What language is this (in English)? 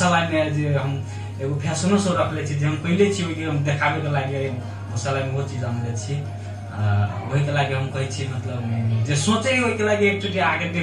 Maithili